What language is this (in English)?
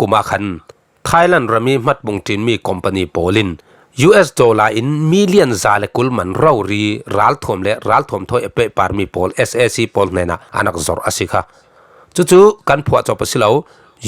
Falam Chin